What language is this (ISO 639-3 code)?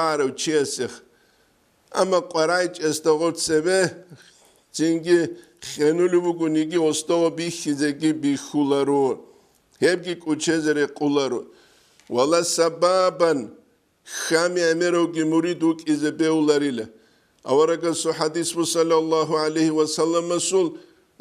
ava